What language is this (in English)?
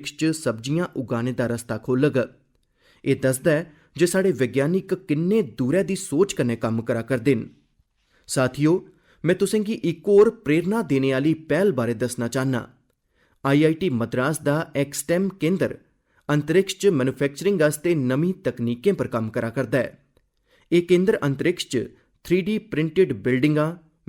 Dogri